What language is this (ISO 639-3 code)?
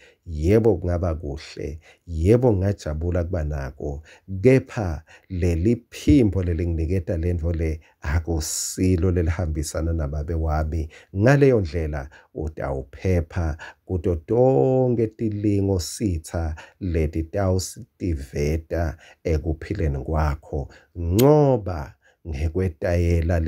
ssw